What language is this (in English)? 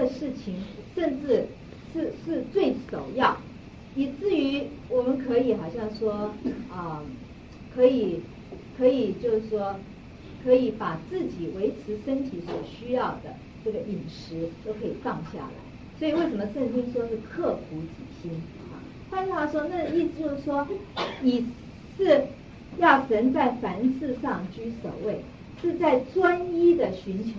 Chinese